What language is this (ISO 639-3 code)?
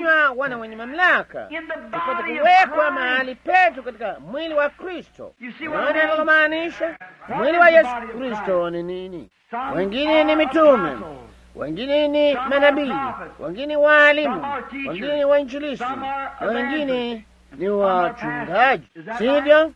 swa